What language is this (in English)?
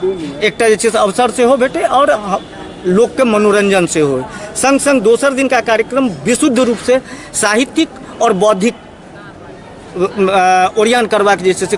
Maithili